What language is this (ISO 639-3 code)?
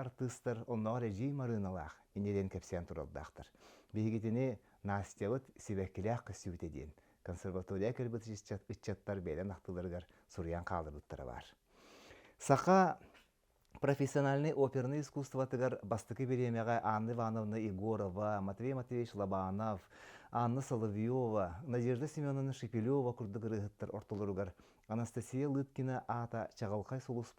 sah